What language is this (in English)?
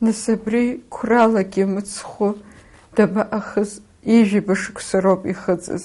Abkhazian